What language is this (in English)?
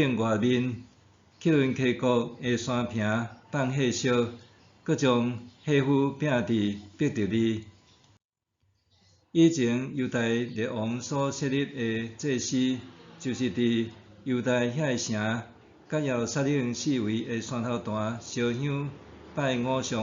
Min Nan Chinese